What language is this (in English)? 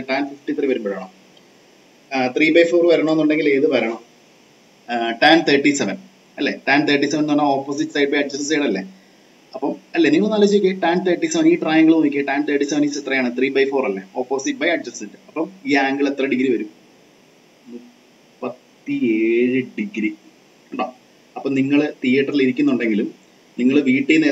Malayalam